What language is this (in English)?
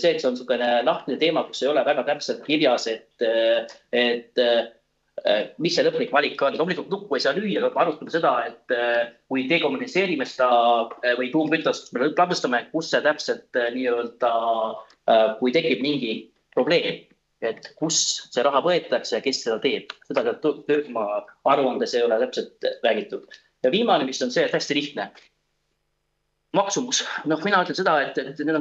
Estonian